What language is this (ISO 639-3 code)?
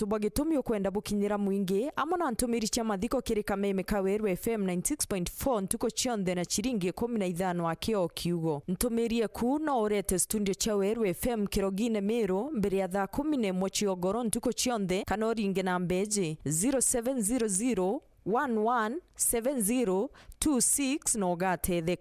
mer